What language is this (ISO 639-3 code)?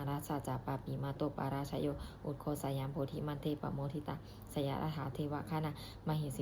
pli